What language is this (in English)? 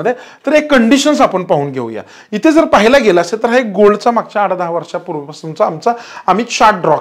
Marathi